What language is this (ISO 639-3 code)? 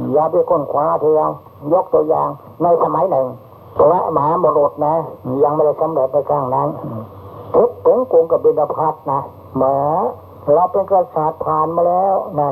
tha